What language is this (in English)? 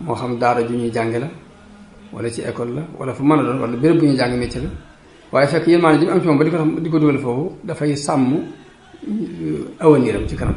Wolof